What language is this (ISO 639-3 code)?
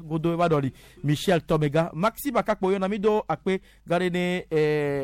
gej